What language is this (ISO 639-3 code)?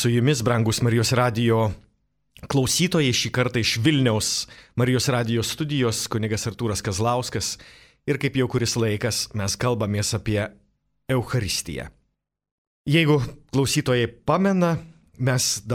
lit